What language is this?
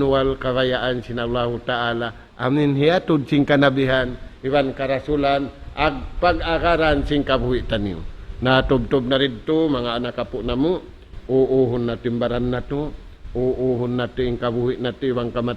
Tausug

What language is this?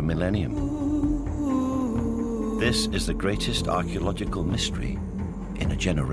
Western Frisian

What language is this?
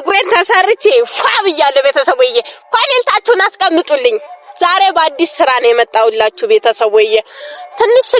Amharic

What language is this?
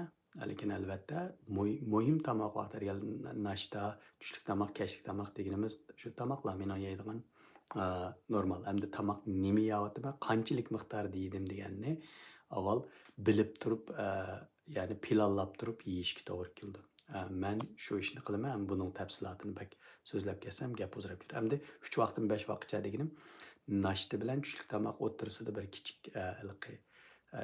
Uyghur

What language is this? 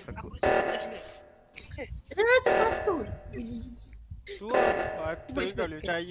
Malay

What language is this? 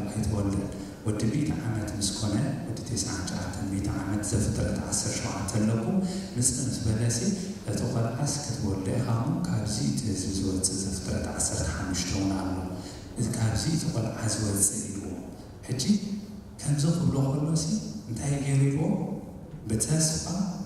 Tigrinya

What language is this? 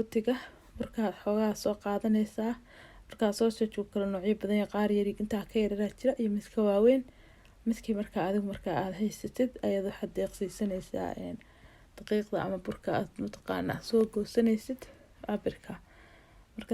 Somali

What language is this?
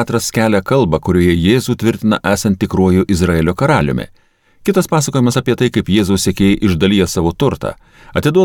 Lithuanian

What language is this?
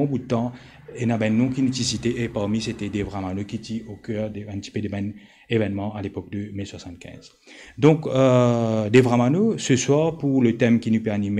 Morisyen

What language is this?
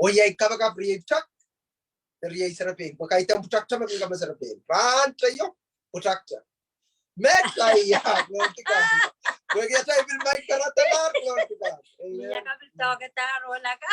Pohnpeian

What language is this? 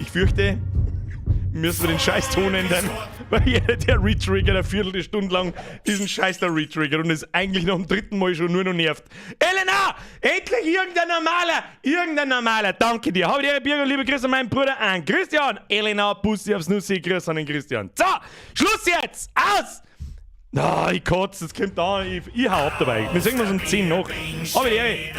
Bavarian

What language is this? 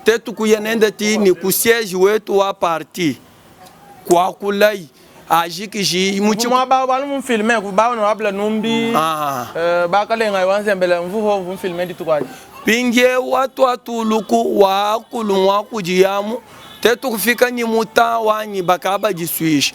Luba-Lulua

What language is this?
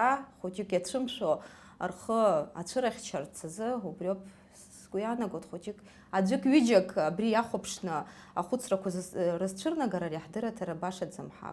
Abkhazian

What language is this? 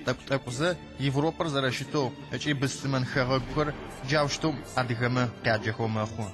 Adyghe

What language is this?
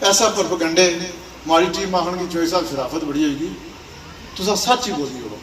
Pahari-Potwari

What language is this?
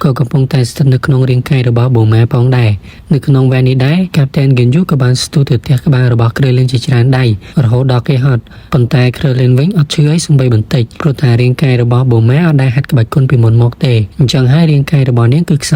Khmer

